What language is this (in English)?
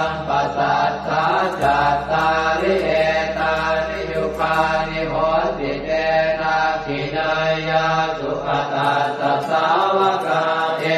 Pali